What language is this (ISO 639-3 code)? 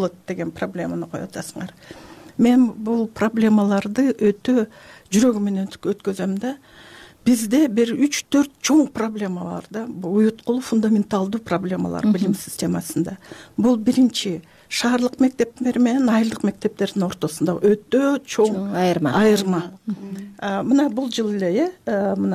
kir